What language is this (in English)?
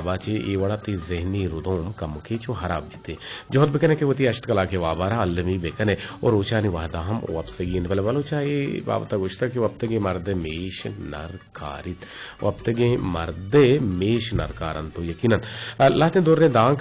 Eastern Balochi